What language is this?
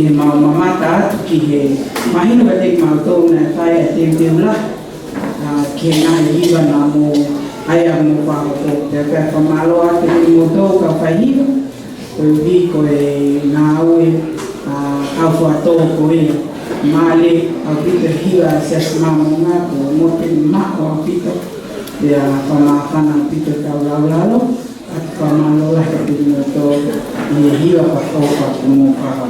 Tongan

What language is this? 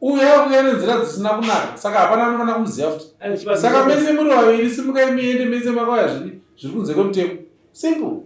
Shona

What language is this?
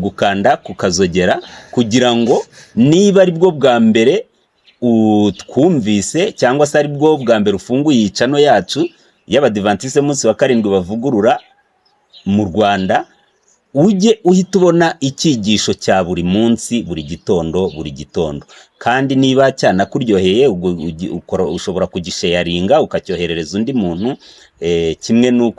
Kinyarwanda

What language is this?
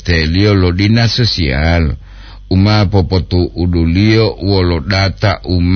Gorontalo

